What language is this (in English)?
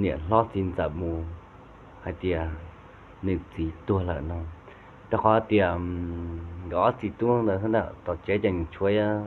Hmong